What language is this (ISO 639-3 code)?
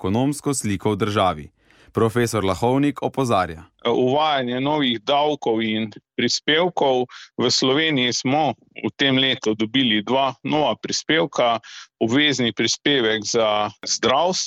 slv